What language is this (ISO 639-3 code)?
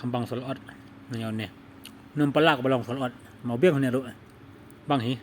kha